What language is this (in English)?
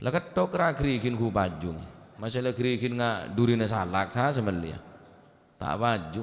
Madurese